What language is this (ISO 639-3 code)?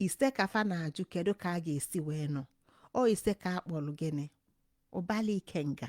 ibo